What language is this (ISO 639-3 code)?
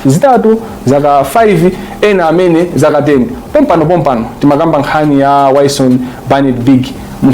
nya